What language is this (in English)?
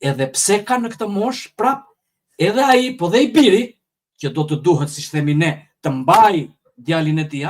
Albanian